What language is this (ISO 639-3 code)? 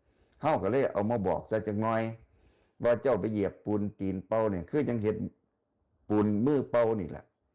tts